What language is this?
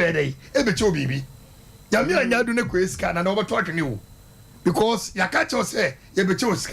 Akan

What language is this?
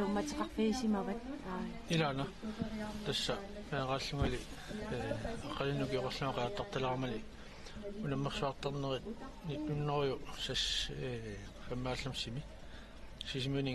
Kalaallisut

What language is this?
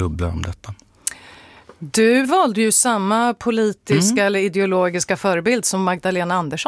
Swedish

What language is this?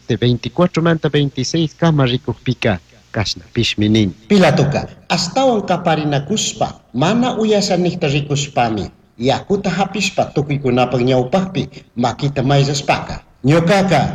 Chimborazo Highland Quichua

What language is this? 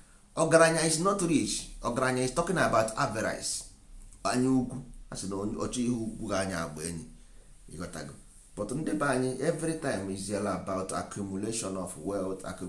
Igbo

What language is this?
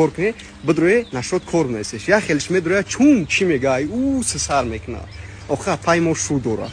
Tajik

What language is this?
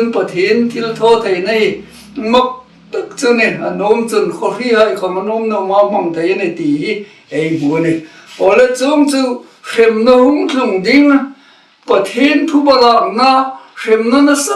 Hmar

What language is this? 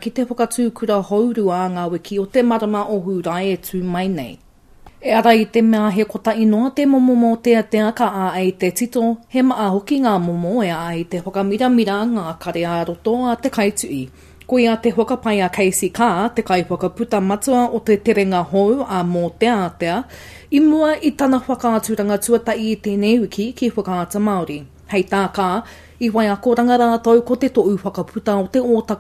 Māori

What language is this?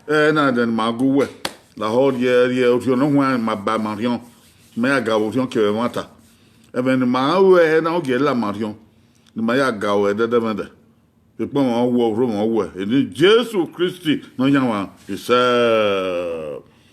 Bini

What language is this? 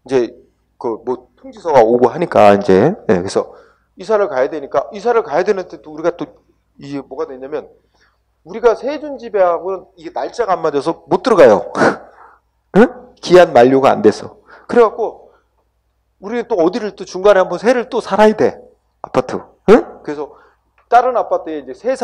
Korean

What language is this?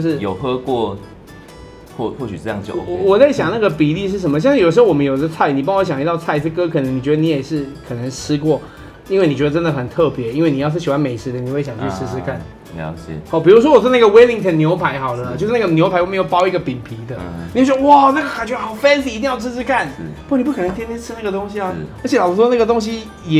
Chinese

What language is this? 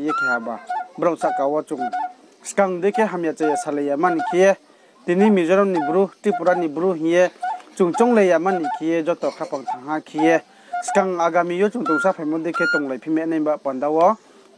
Riang (India)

